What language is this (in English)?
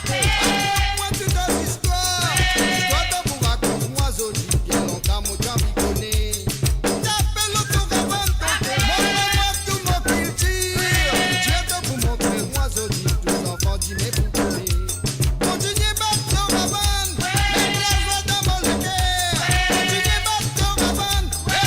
Morisyen